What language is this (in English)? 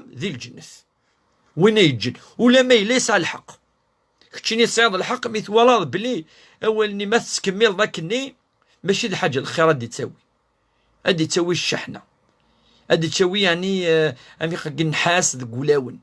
Kabyle